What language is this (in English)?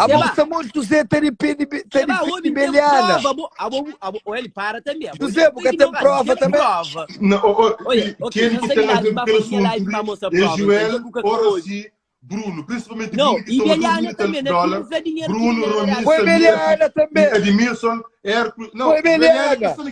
Kabuverdianu